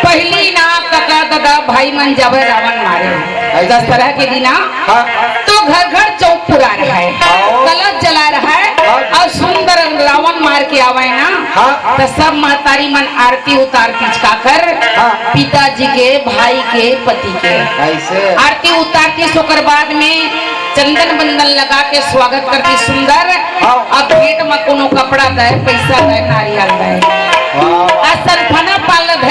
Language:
Chhattisgarhi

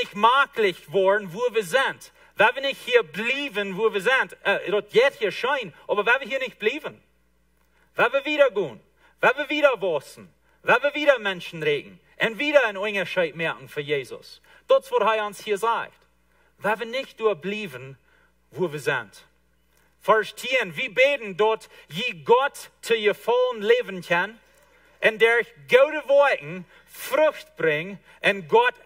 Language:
Plautdietsch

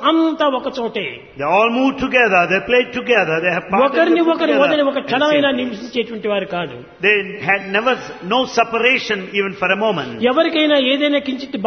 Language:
Telugu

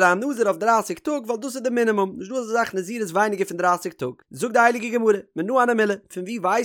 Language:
Yiddish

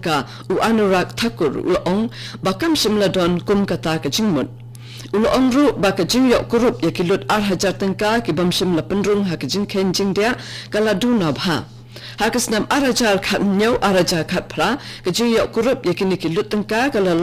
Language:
Khasi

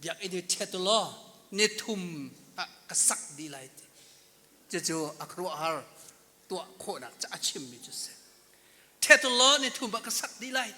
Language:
Hakha Chin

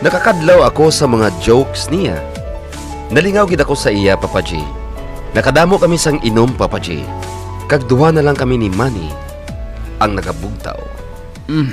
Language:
Hiligaynon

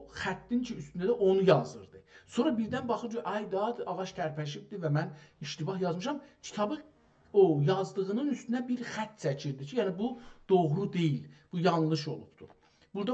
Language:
South Azerbaijani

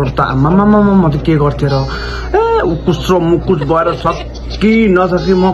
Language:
Nepali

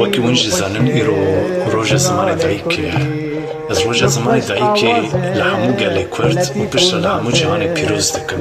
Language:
Kurdish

